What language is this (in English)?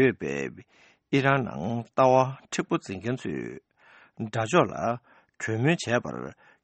Tibetan